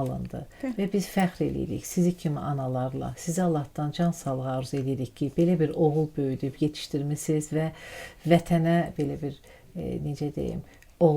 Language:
Azerbaijani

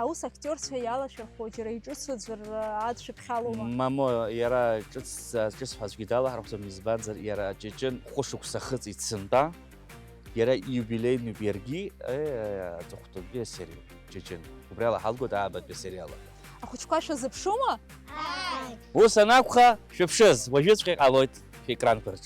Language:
Abkhazian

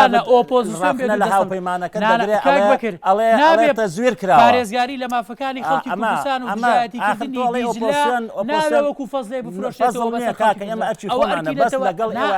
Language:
Central Kurdish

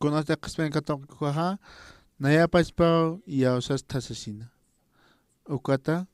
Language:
Aymara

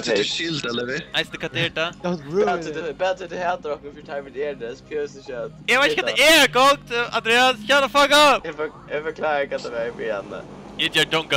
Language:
Faroese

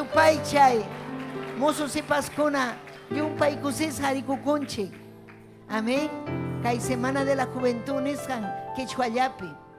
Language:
Ayacucho Quechua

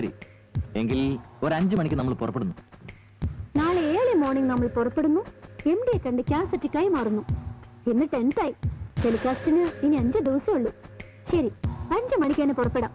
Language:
Malayalam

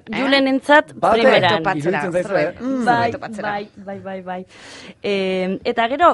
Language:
Basque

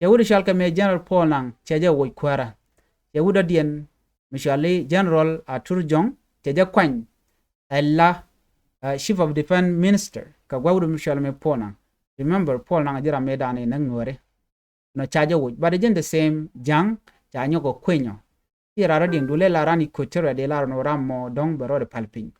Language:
Nuer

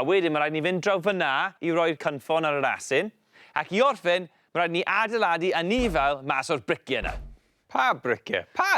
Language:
Welsh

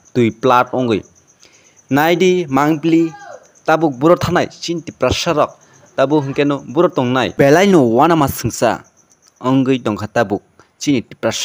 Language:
Kok Borok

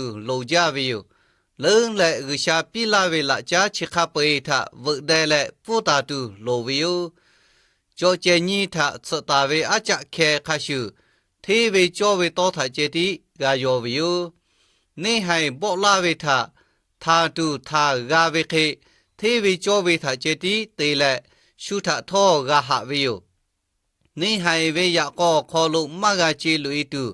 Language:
Lahu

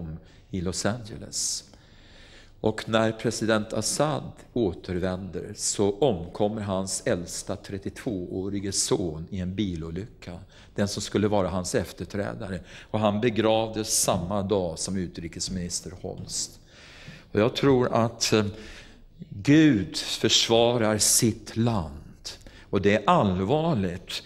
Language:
Swedish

